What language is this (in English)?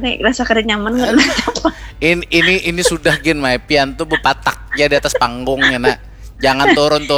Banjar